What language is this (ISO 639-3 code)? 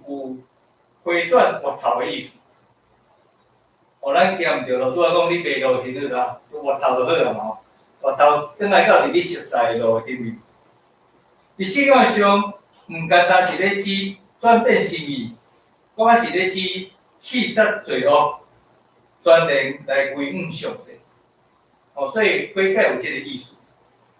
nan